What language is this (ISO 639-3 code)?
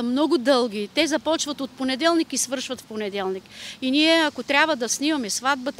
bul